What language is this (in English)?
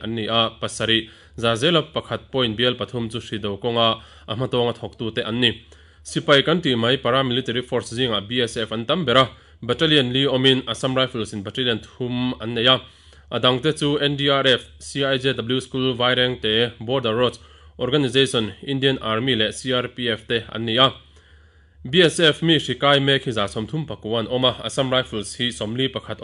Mizo